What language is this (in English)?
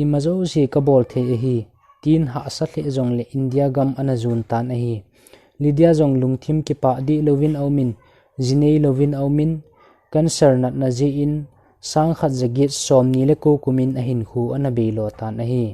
Thado Chin